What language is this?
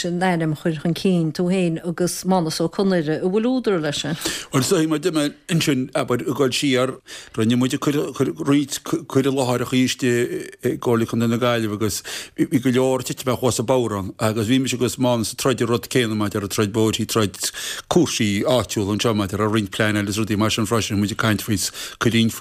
Irish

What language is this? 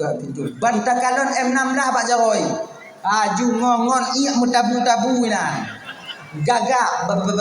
Achinese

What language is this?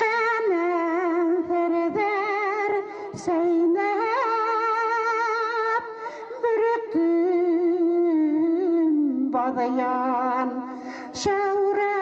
Bashkir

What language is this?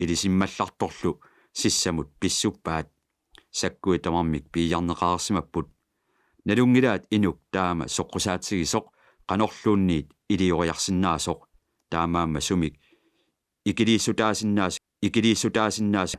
Kalaallisut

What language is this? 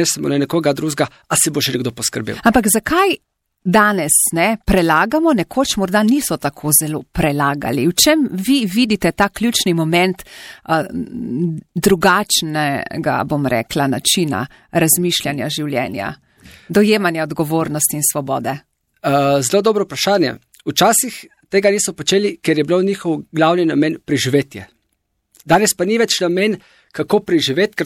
Slovenian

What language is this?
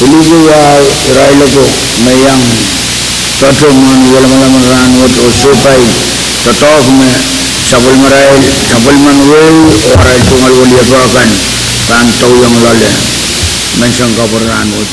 Pohnpeian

